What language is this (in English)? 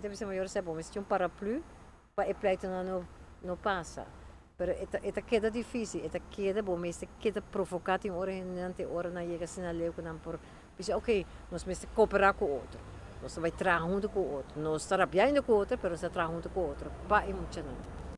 Papiamento